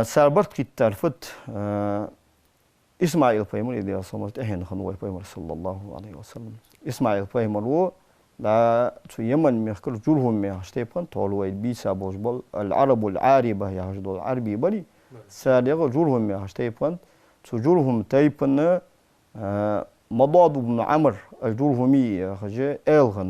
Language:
Ingush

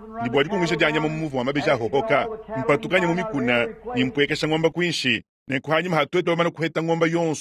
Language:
Luba-Lulua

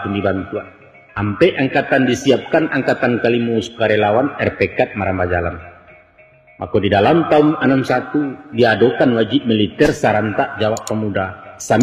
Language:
Minangkabau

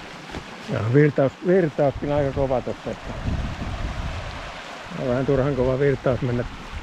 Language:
Finnish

